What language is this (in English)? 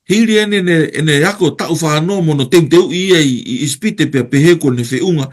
Tongan